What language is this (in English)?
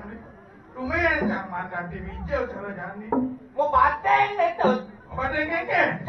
Balinese